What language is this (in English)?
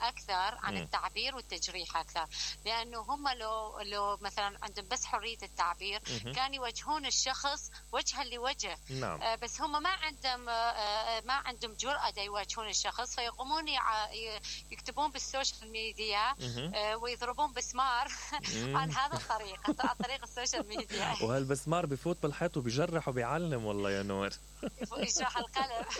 Mesopotamian Arabic